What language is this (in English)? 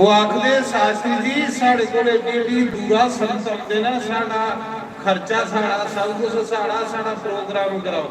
Dogri